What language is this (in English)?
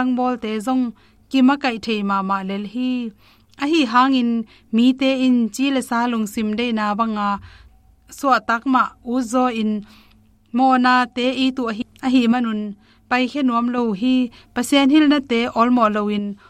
Tedim Chin